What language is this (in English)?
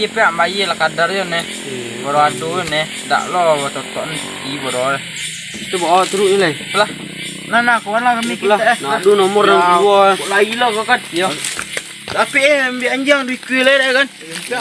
Minangkabau